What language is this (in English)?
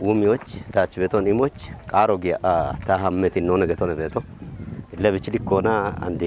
Kafa